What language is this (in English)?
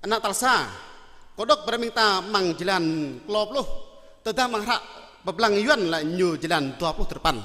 Jarai